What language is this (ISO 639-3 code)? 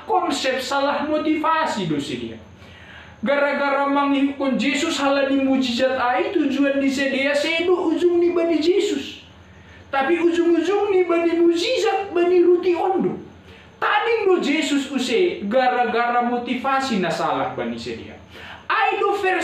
bts